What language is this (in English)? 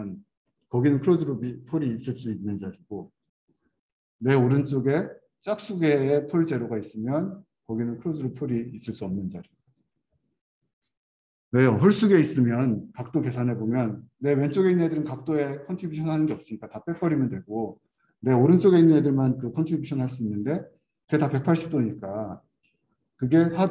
Korean